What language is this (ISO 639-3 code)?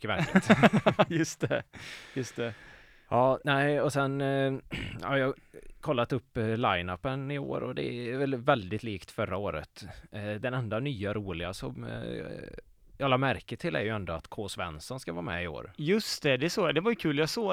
swe